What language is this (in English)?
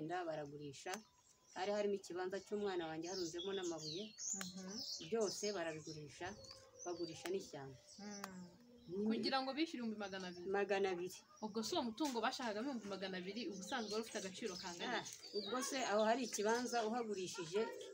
Kinyarwanda